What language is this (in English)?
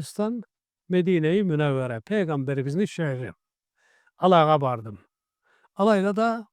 Karachay-Balkar